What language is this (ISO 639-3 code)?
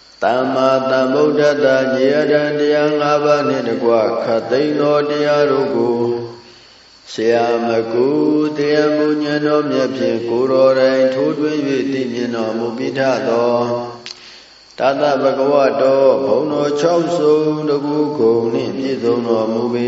mya